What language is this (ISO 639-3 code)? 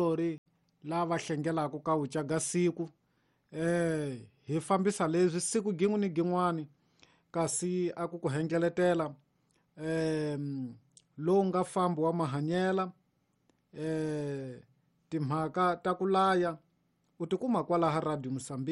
tso